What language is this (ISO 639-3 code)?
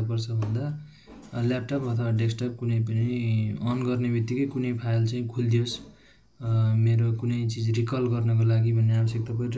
nep